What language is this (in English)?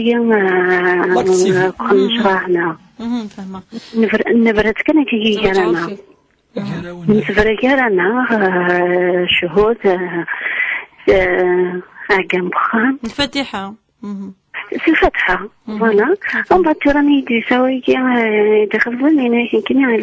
Kabyle